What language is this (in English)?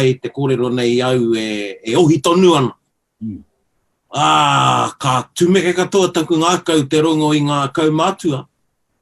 Māori